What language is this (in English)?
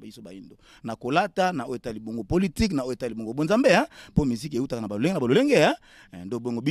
Lingala